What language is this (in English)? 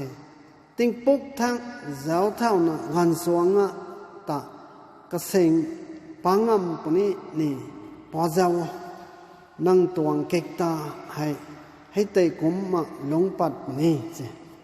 Rongmei Naga